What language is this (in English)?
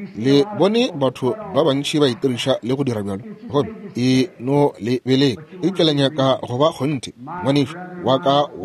Northern Sotho